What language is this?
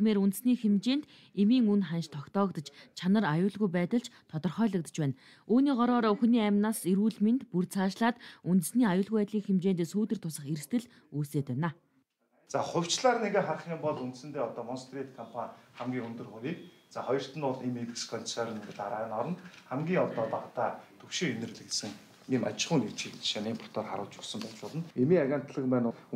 Mongolian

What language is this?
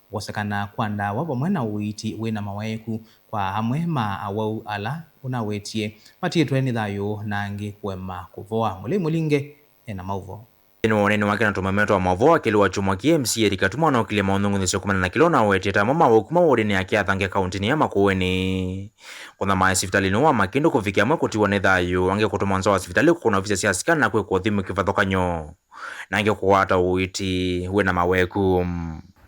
Kamba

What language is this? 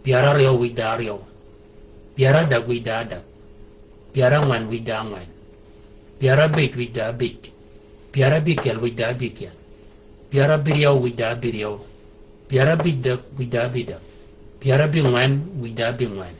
Shilluk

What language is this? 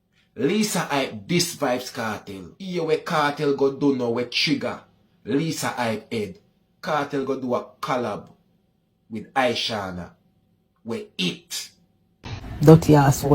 Jamaican Creole English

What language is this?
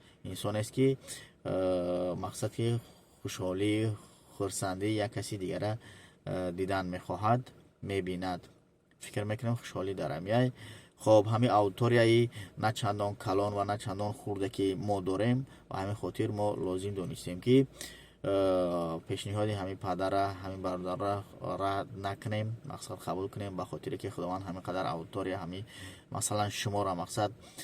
Tajik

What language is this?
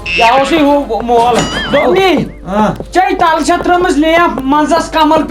Kashmiri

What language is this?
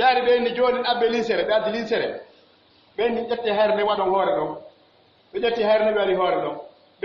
Pular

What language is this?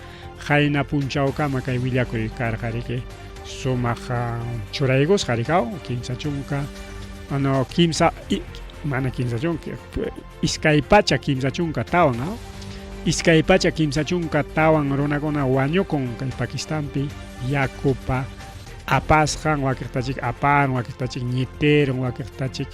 Ayacucho Quechua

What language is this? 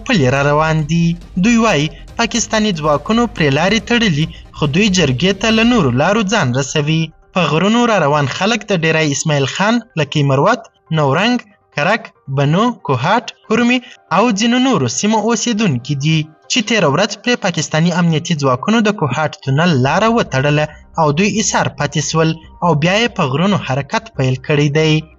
Pashto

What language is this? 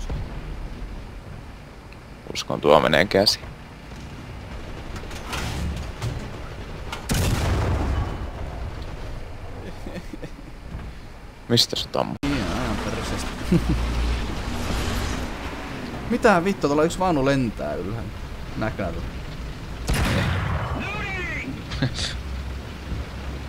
Finnish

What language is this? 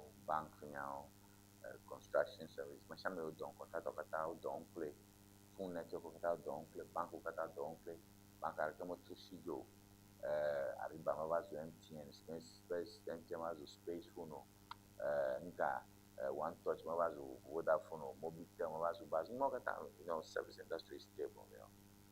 Ewe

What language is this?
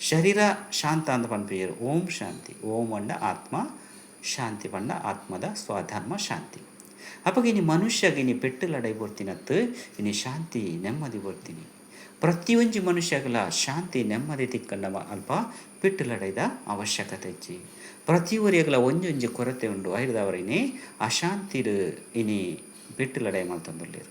Tulu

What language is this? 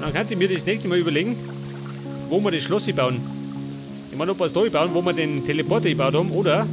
Bavarian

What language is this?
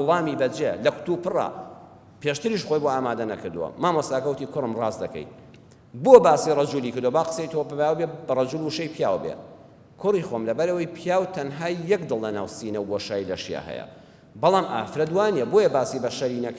Central Kurdish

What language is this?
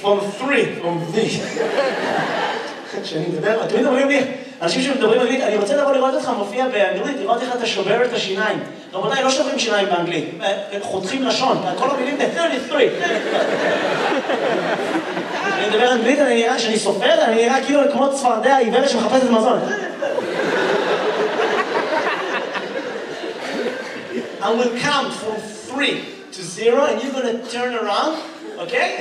Hebrew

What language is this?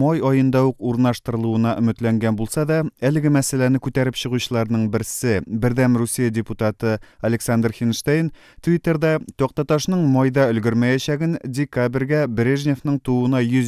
Tatar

